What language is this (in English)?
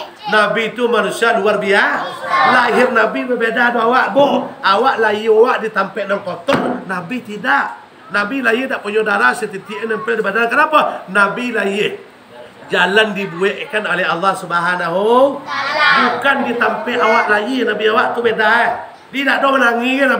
Minangkabau